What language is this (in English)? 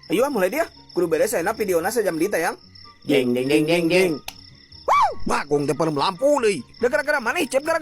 Sundanese